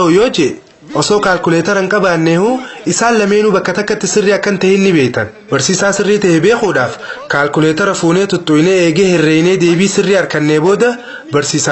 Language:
Oromo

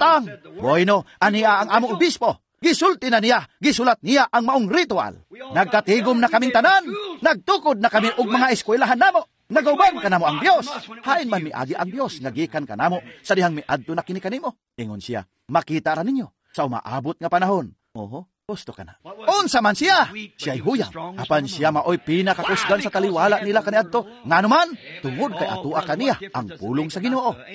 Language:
Cebuano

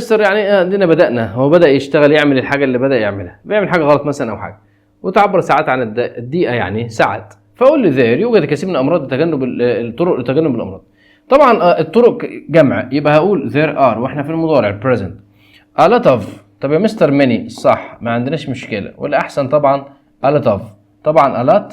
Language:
Egyptian Arabic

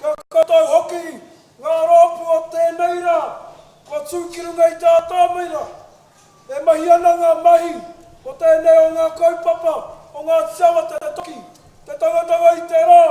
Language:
Māori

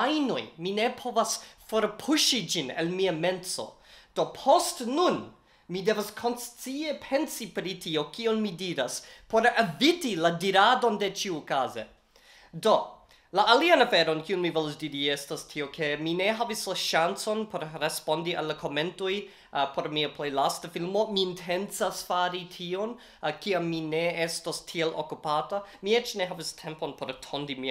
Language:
Esperanto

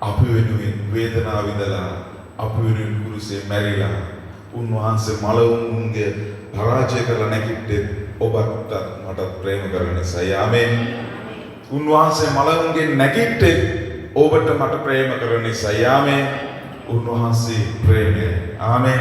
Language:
Sinhala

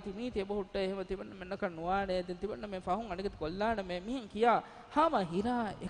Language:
Divehi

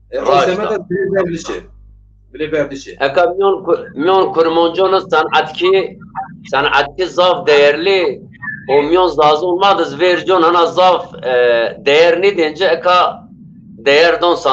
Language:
Zaza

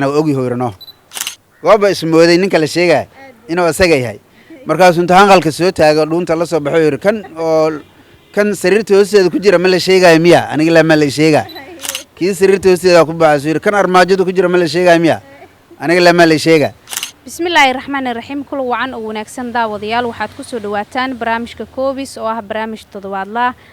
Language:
Somali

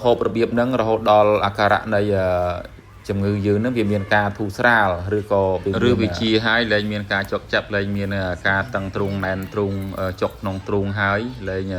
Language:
Khmer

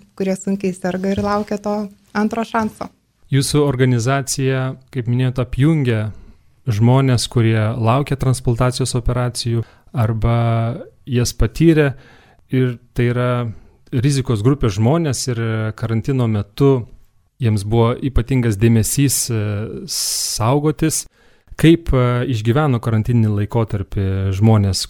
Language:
Lithuanian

